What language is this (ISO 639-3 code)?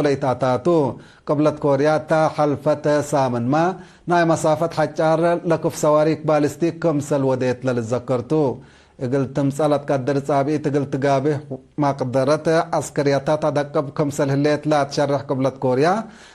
tig